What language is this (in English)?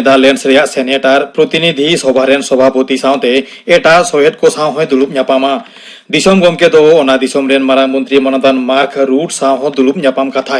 Santali